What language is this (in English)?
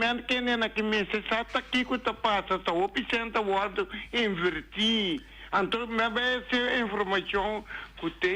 Papiamento